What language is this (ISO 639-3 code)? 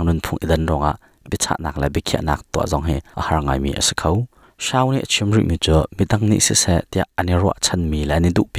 cnh